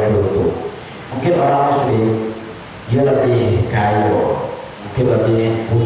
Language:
Musi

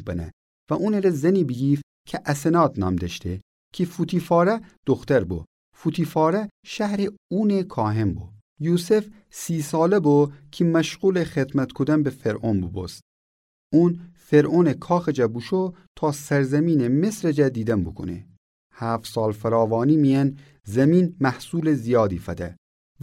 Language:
Gilaki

